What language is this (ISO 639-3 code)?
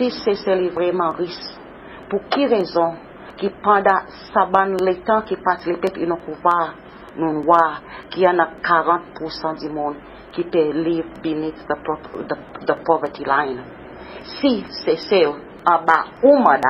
crs